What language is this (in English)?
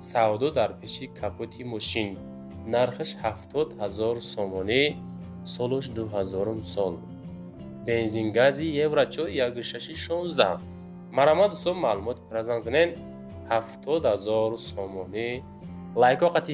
Tajik